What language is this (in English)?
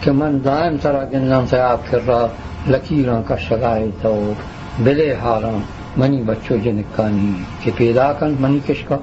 Eastern Balochi